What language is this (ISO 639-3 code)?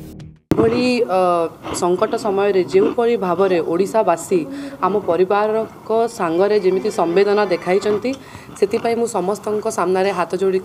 ori